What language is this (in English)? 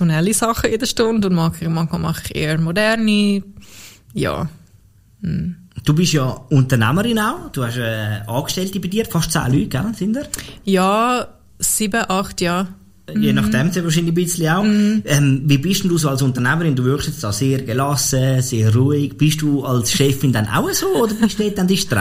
Swiss German